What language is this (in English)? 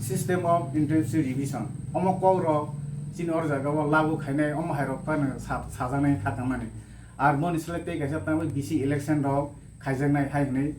Kok Borok